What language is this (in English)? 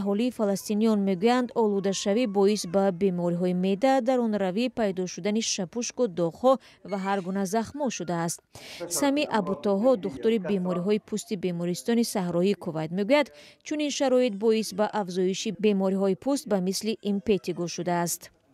Tajik